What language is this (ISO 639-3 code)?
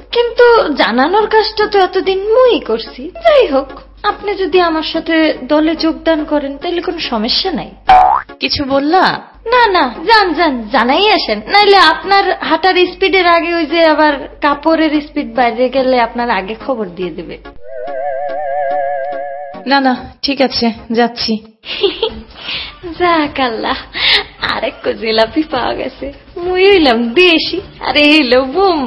ben